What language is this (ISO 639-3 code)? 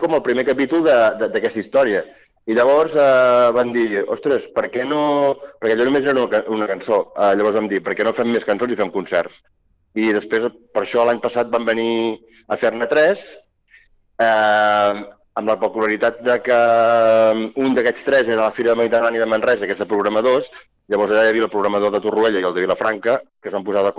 cat